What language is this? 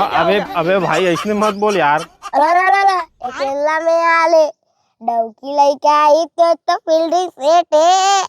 Chhattisgarhi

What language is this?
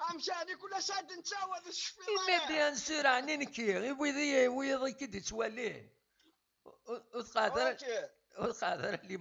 Kabyle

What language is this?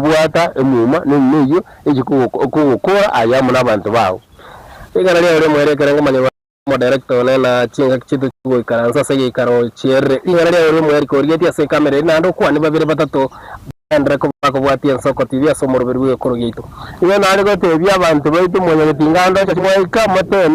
Gusii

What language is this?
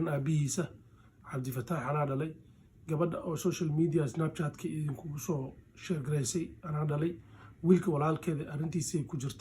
Somali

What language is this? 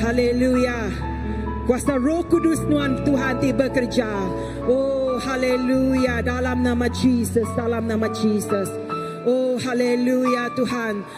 Iban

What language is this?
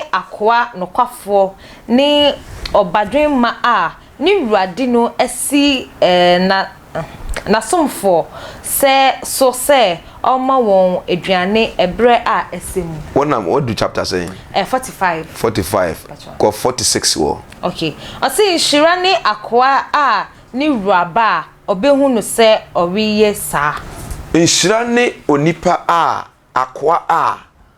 Akan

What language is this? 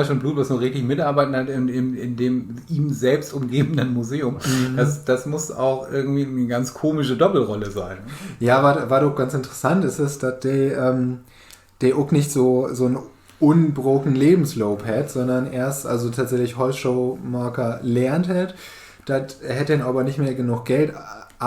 Low German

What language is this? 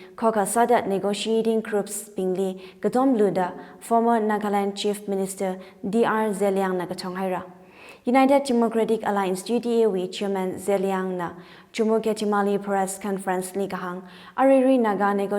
Tangkhul Naga (India)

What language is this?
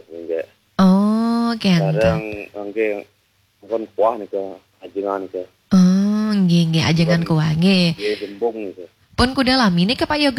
Balinese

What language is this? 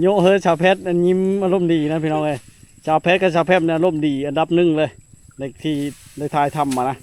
Lao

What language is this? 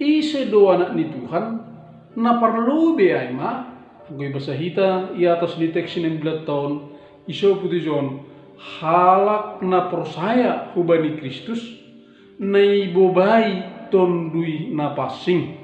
Batak Simalungun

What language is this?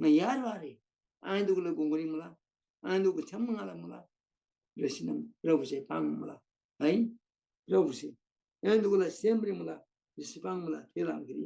Eastern Tamang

